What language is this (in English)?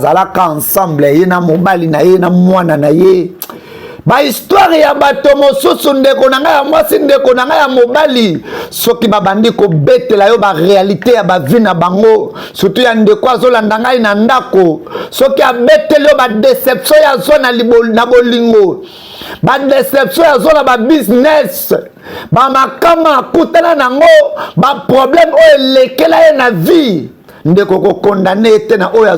Lingala